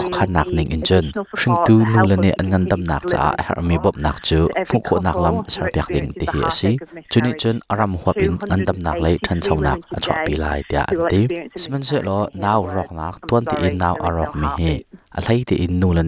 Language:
Hakha Chin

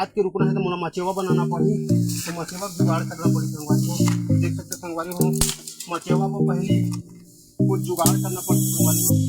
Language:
Chhattisgarhi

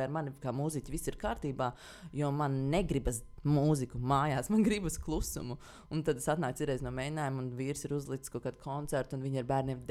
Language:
Latvian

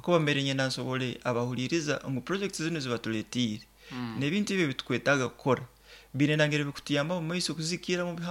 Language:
Nyoro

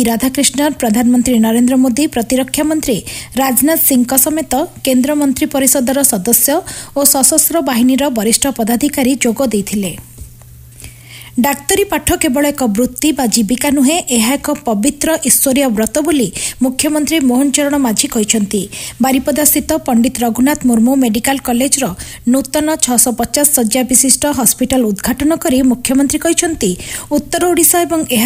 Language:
Odia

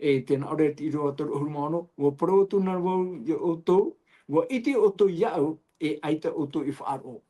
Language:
Tahitian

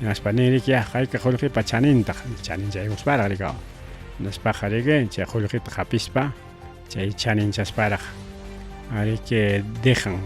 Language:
Ayacucho Quechua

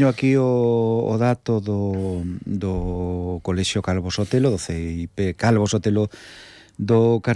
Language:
Galician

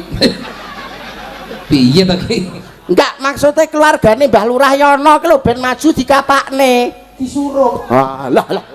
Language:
Javanese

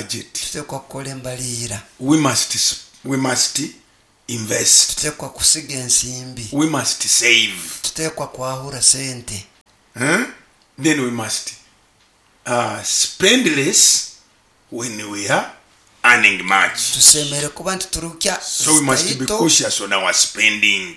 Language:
Nyoro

